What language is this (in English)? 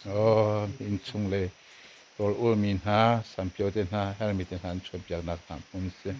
Hakha Chin